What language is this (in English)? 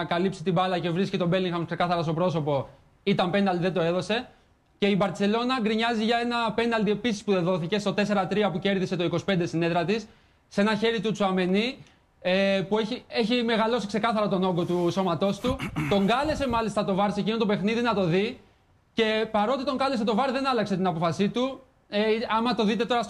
Greek